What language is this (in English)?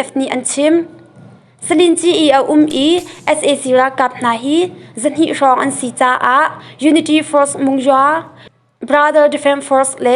Hakha Chin